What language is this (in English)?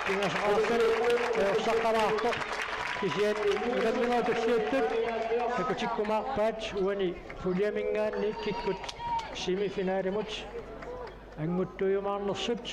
Kalaallisut